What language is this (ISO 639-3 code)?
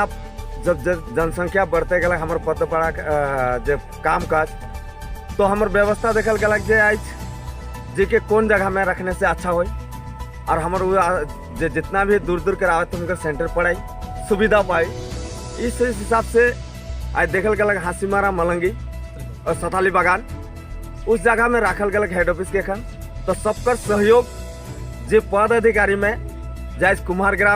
sck